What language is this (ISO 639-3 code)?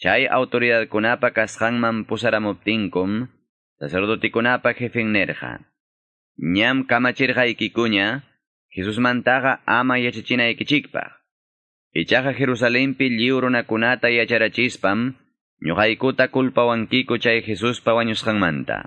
que